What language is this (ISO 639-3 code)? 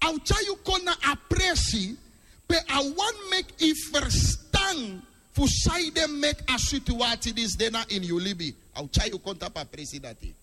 srn